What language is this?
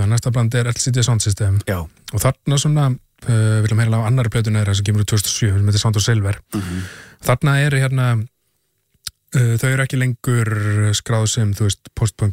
Icelandic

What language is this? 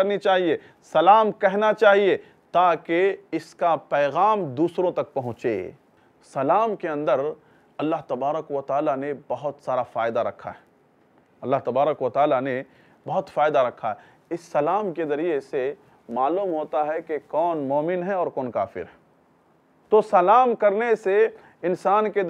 Urdu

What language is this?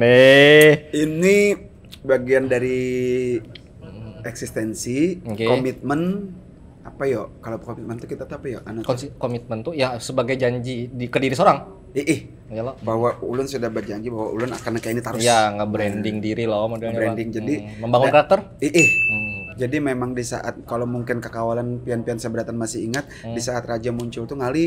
Banjar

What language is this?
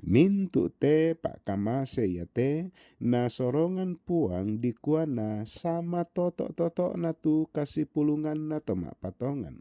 Toraja-Sa'dan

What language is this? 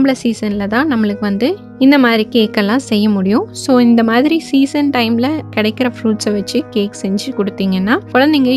Tamil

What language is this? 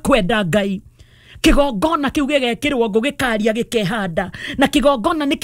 Kikuyu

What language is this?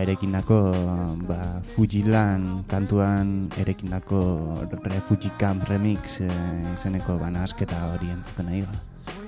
Basque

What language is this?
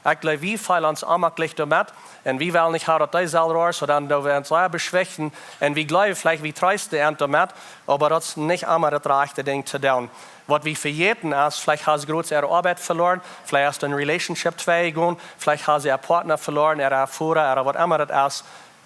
Plautdietsch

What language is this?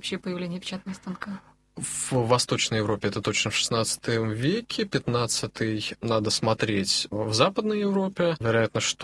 Russian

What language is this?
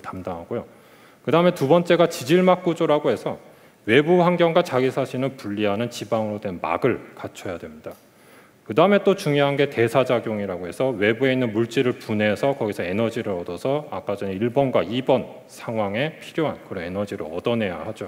Korean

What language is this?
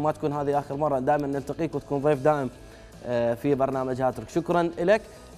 Mesopotamian Arabic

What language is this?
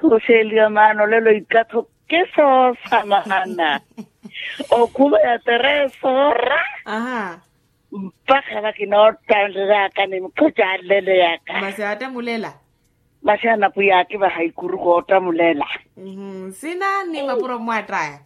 Makhuwa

